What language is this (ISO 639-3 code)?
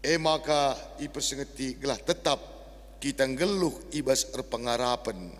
btx